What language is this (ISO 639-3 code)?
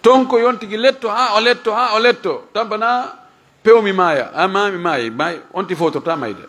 ful